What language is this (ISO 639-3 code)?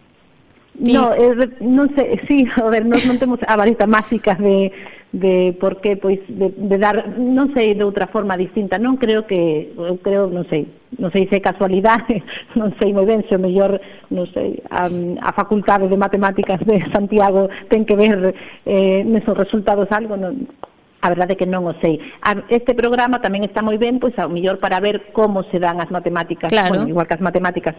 glg